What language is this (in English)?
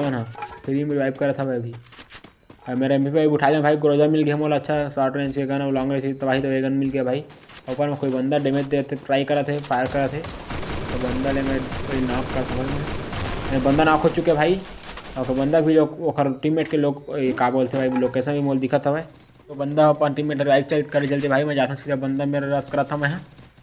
Chhattisgarhi